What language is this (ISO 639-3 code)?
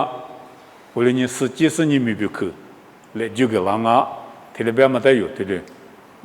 lis